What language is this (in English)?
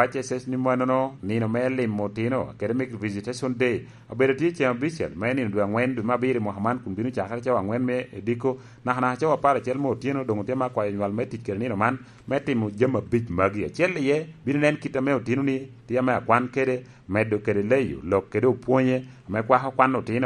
Lango (Uganda)